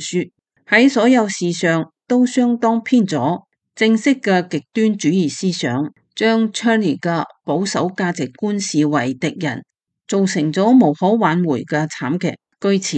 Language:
Cantonese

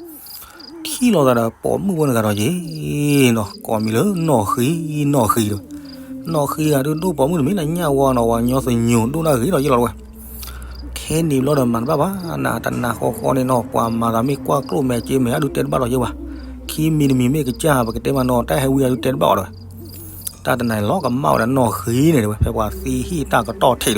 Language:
S'gaw Karen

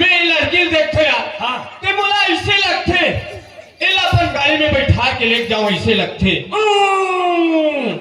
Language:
Chhattisgarhi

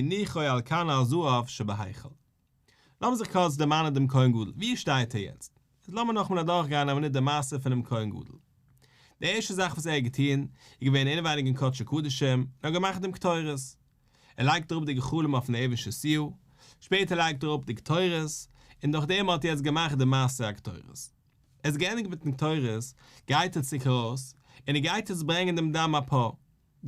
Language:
Yiddish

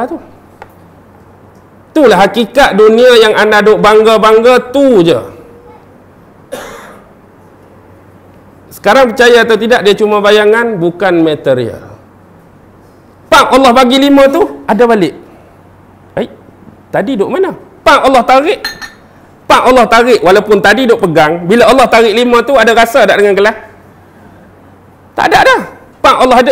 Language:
Malay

